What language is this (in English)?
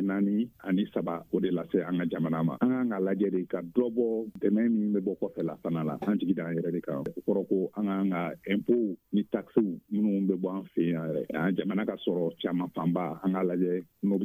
Bambara